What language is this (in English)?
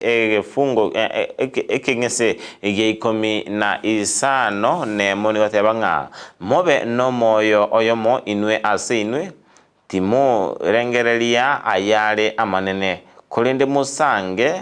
Gusii